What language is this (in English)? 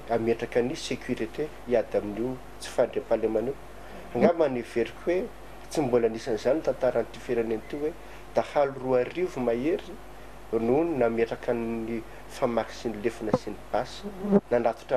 Malagasy